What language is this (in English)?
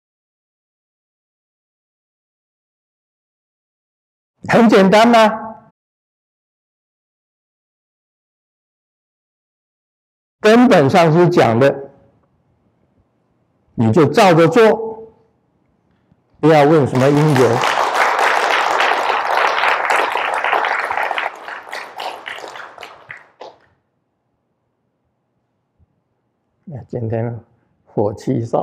Chinese